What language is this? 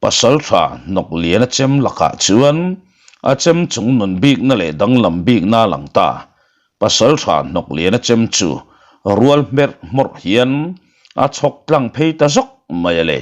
Mizo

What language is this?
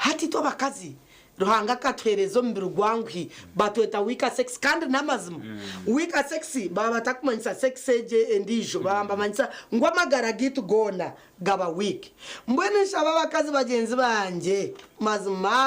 Nyankole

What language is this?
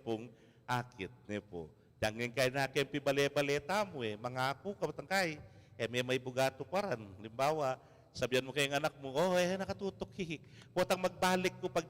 Pampanga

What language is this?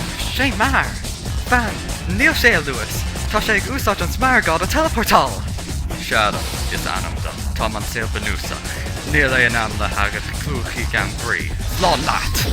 Irish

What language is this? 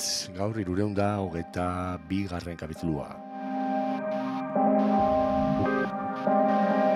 Basque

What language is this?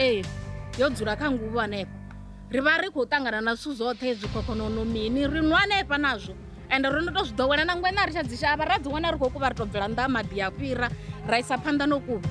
Venda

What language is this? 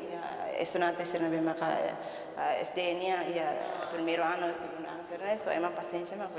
Tetum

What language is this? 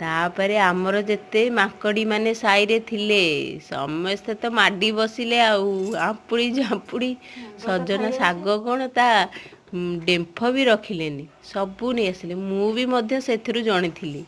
Odia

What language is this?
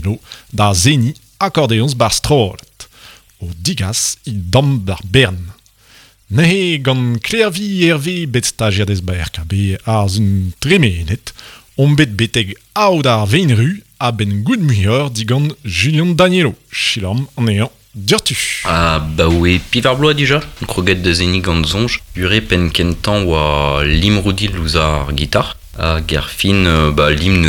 Breton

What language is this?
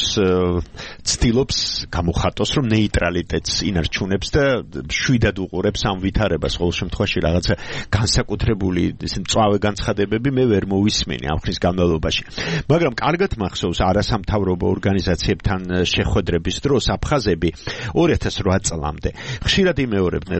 Georgian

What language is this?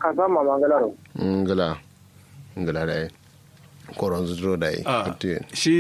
Kanuri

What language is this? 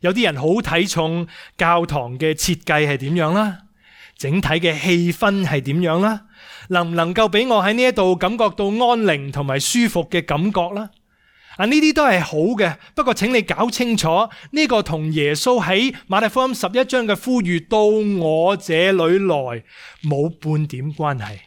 Cantonese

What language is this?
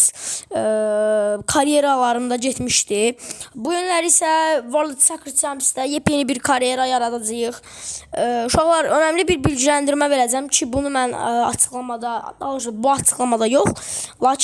Azerbaijani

